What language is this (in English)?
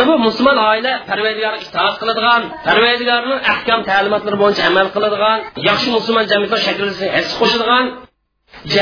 Uyghur